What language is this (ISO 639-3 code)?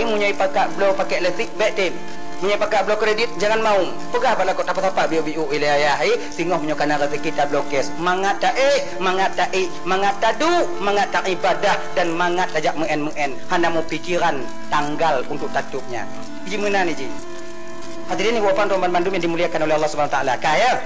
ace